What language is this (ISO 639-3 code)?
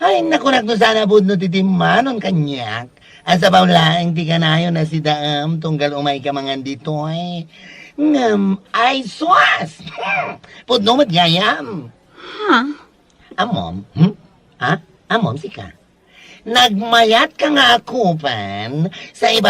ilo